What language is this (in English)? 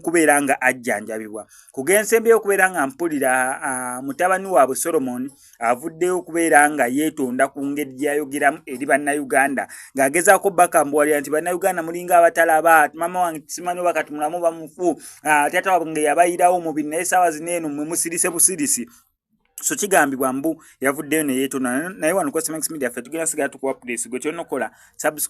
Ganda